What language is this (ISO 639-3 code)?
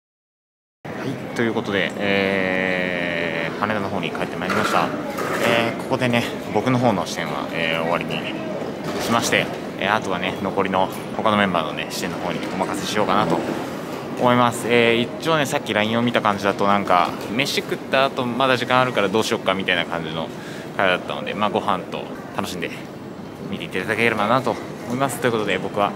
jpn